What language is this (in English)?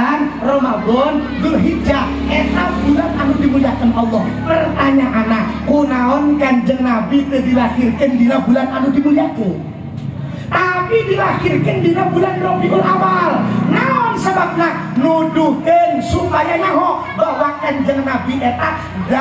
Sundanese